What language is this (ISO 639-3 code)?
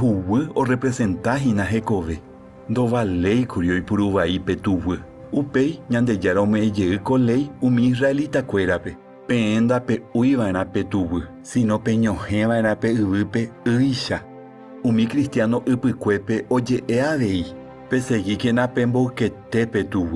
grn